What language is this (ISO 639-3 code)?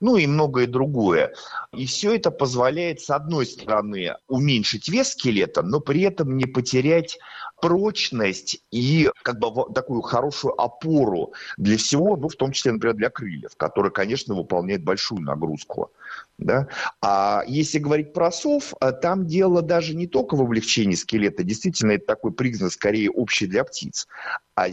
rus